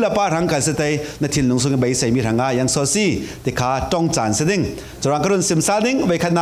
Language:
Falam Chin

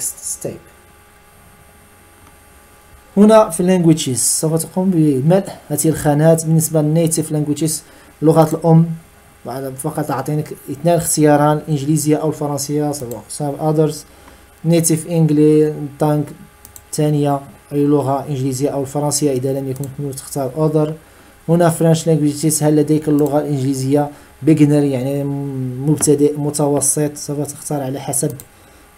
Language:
Arabic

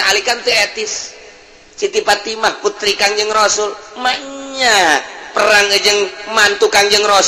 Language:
Sundanese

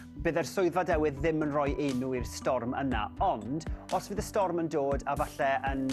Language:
Welsh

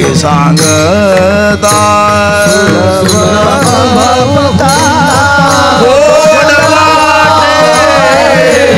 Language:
Marathi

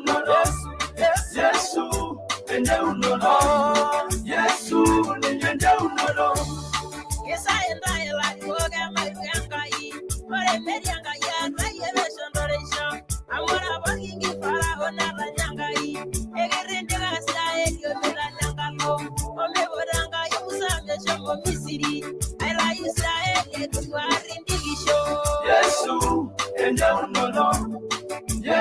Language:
Masai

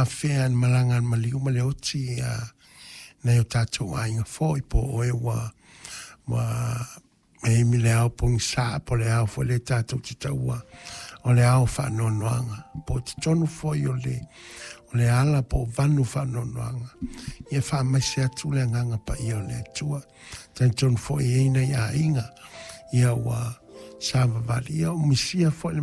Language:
Samoan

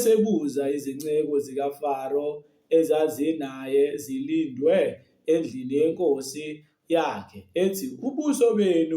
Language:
Zulu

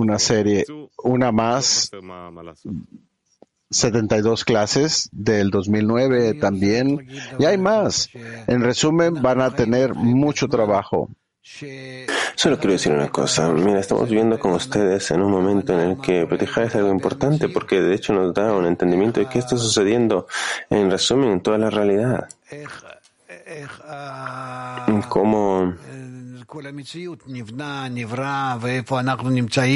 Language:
Spanish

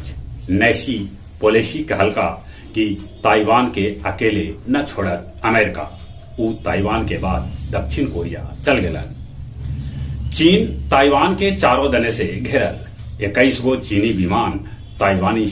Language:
Magahi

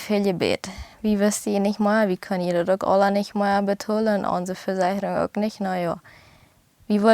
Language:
Plautdietsch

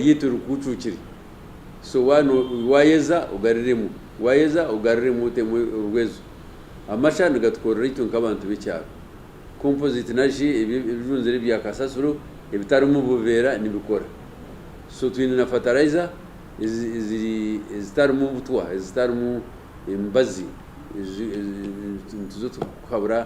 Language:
Nyankole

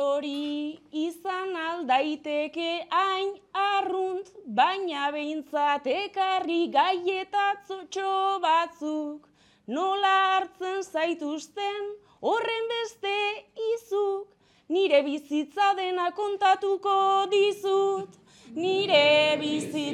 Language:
Basque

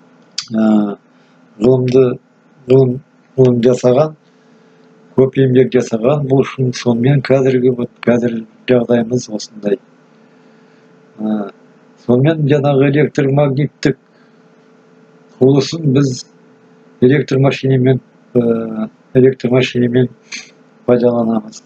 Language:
Kazakh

